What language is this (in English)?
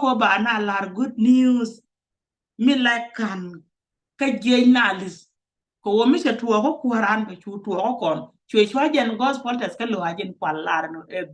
Nuer